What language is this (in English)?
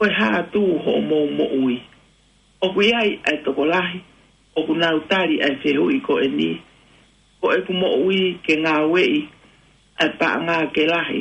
Tongan